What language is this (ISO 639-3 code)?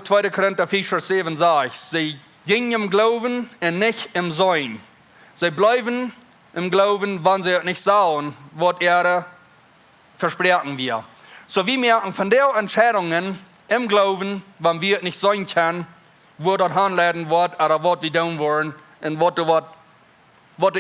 pdt